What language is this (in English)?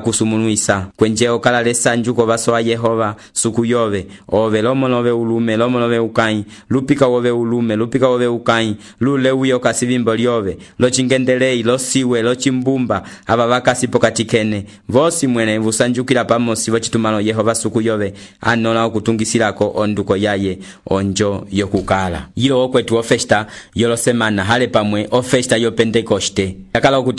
Umbundu